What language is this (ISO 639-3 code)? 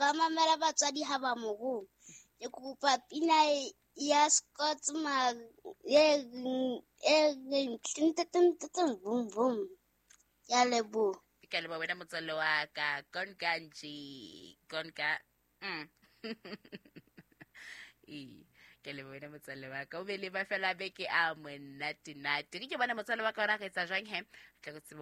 sot